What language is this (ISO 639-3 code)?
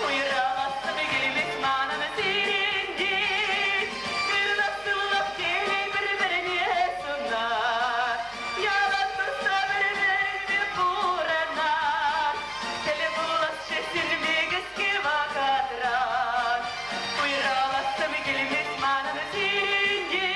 chv